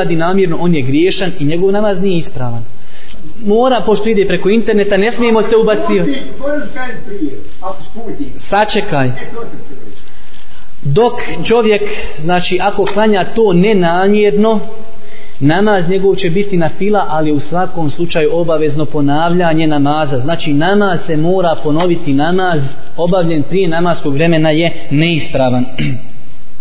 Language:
Bosnian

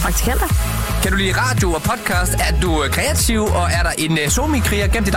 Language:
Danish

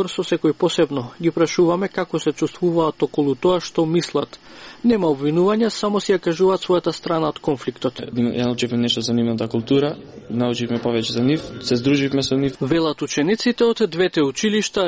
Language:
Macedonian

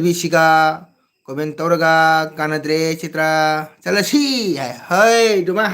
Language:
Manipuri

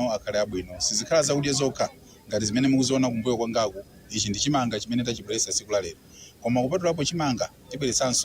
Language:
Nyanja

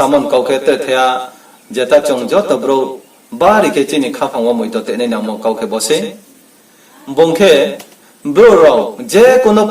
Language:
Riang (India)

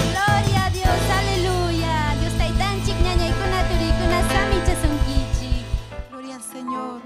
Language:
Ayacucho Quechua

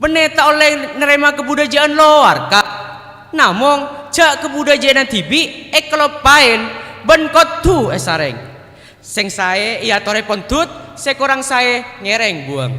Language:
Madurese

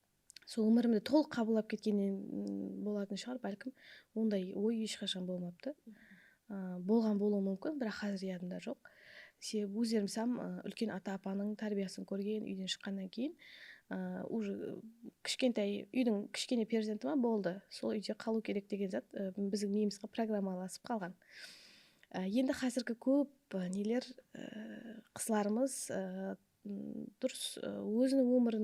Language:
Kara-Kalpak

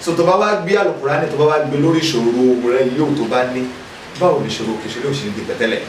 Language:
Yoruba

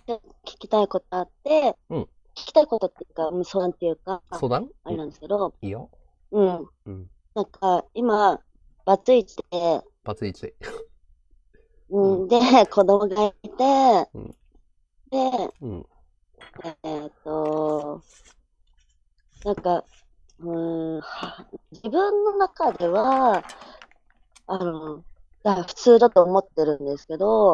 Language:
Japanese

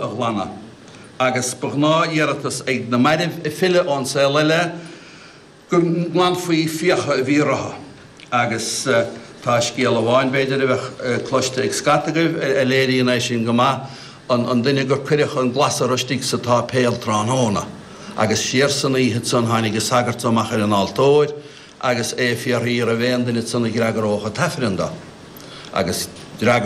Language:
Irish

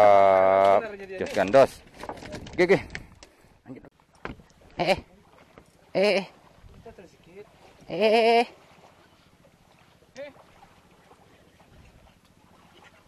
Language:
Indonesian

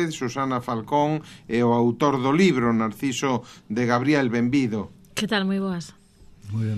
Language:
Galician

